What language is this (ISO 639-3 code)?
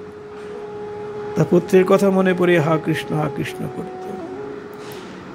ben